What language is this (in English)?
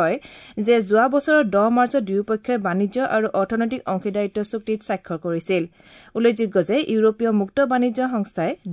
Assamese